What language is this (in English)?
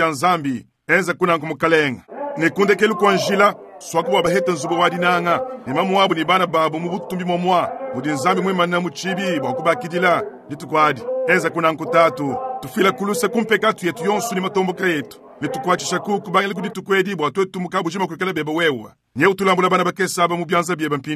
Luba-Lulua